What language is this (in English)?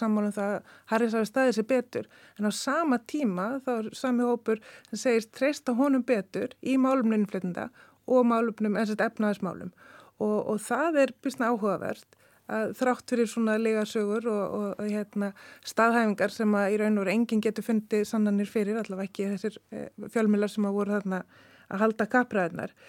Icelandic